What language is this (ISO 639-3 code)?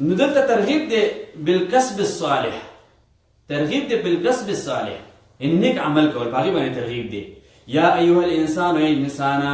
pus